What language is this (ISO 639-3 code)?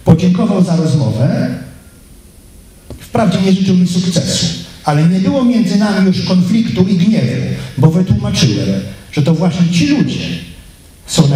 pol